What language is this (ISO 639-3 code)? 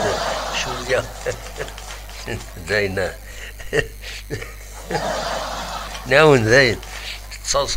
kab